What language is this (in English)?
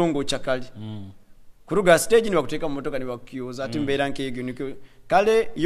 Nyoro